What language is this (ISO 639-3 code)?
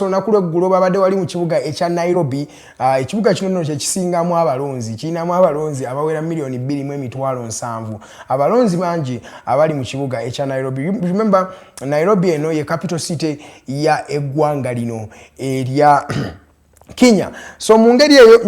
lug